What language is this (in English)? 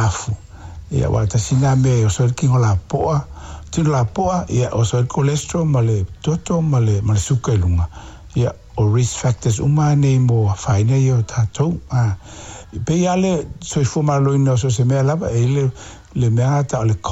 Samoan